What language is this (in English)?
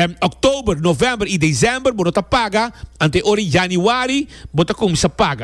Papiamento